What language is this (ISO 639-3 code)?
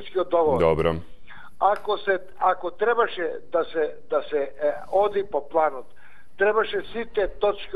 mkd